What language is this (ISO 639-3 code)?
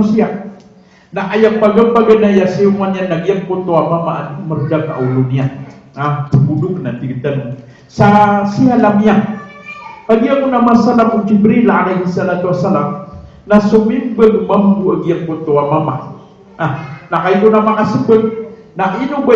mrw